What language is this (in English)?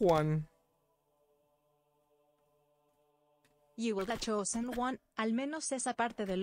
Spanish